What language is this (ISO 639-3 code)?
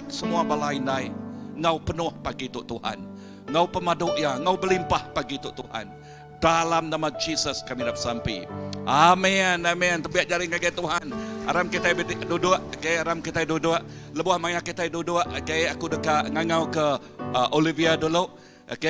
iba